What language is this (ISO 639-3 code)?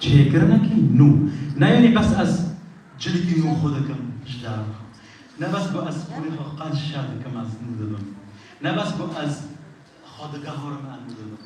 kur